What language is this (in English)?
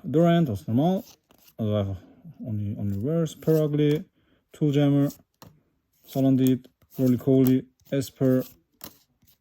Swiss German